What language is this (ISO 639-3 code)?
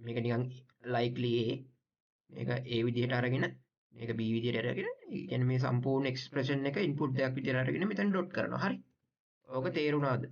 sin